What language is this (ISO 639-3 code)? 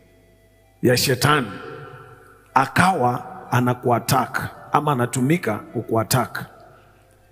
swa